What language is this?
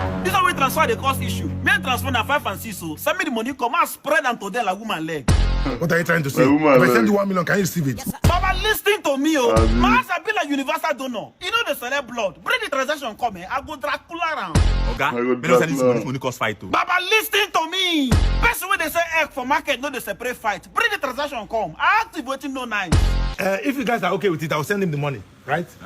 Nigerian Pidgin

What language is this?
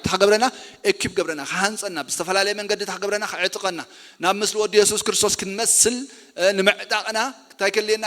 Tigrinya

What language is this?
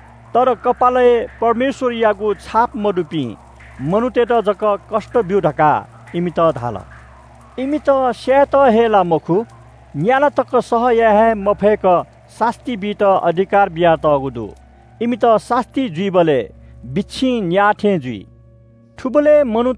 Newari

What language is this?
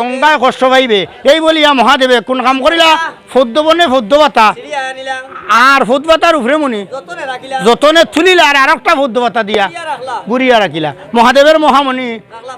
Sylheti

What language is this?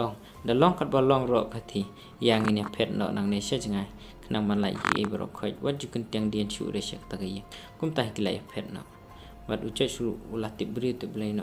Khasi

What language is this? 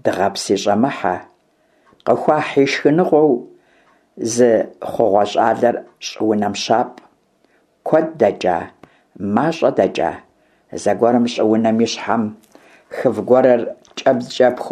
Kabardian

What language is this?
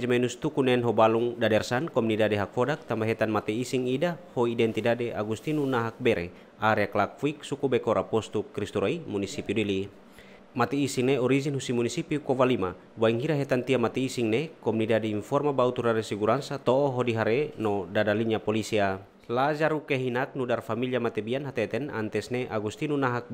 Tetum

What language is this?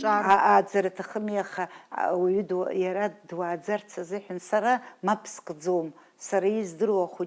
Abkhazian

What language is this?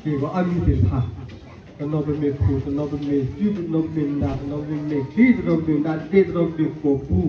S'gaw Karen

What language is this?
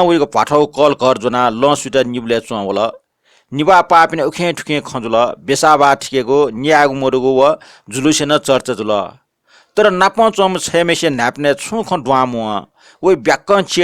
Newari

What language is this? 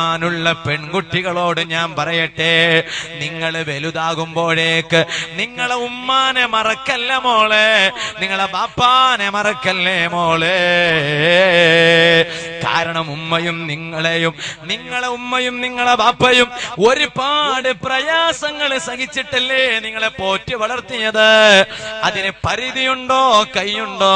Malayalam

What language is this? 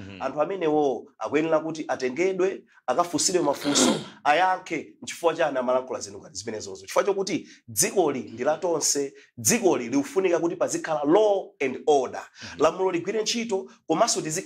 Nyanja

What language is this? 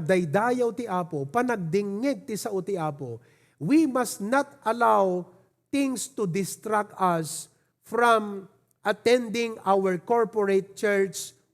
Iloko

